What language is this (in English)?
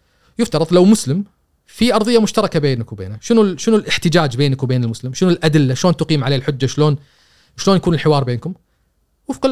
Gulf Arabic